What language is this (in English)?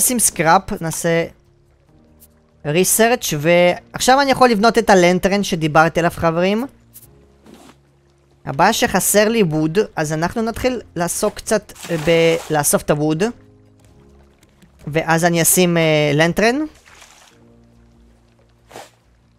Hebrew